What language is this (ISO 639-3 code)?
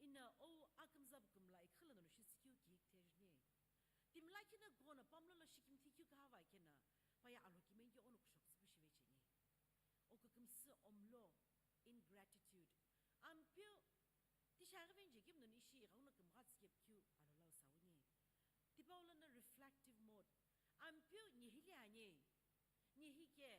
nsm